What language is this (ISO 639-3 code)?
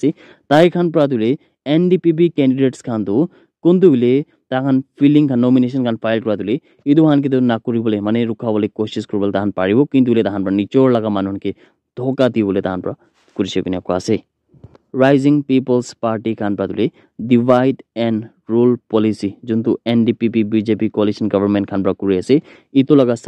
nag